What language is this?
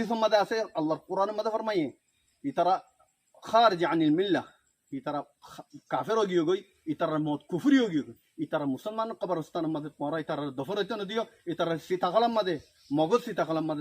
Rohingya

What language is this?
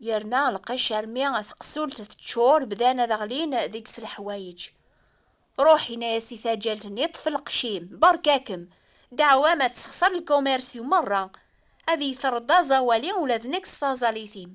Kabyle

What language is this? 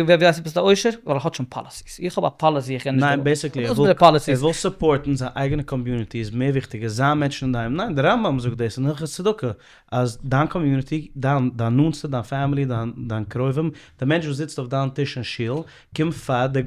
Yiddish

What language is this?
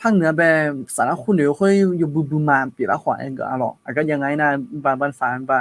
Akha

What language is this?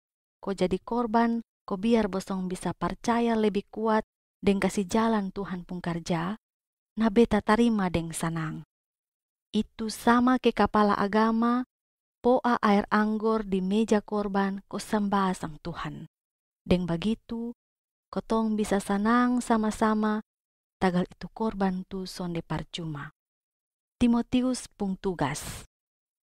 Kupang Malay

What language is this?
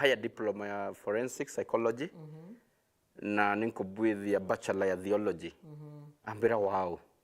Meru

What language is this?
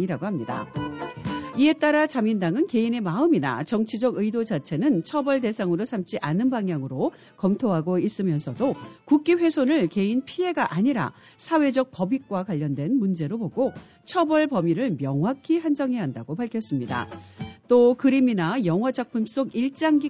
Korean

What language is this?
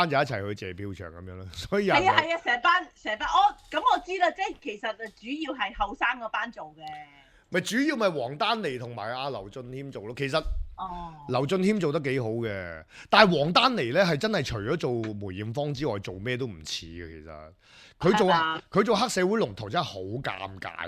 Cantonese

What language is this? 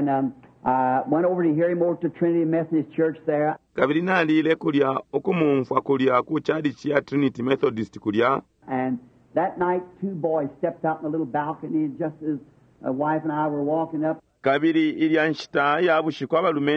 Bemba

